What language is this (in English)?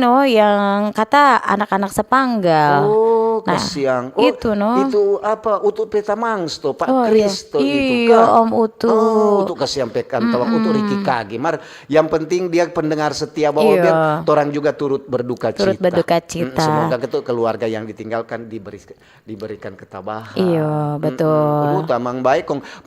Manado Malay